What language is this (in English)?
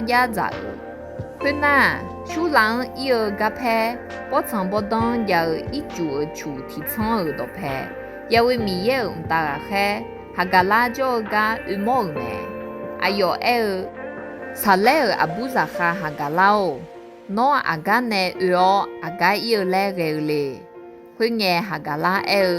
Akha